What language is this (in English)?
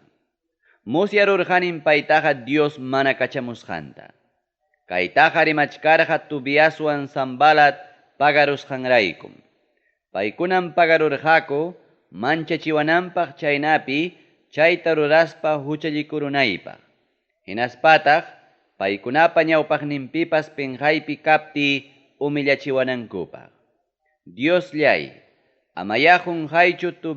Ayacucho Quechua